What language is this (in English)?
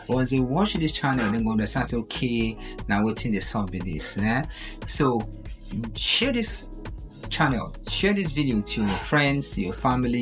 Nigerian Pidgin